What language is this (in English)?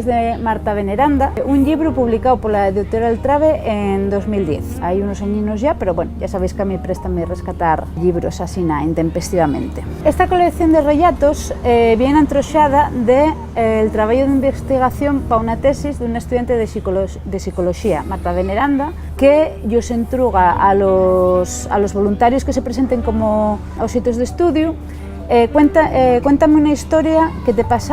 Asturian